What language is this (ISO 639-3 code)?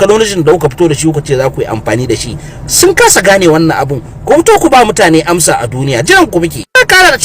hau